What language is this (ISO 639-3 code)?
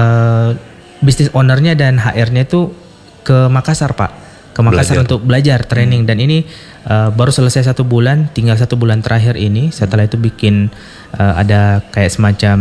ind